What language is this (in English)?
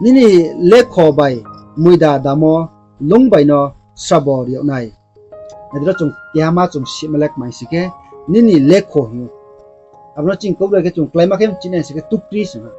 Riang (India)